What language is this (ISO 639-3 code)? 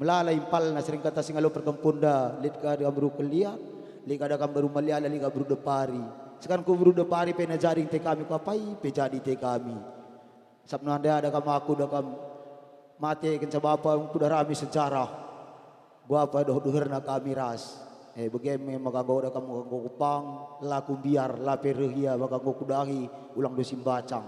btx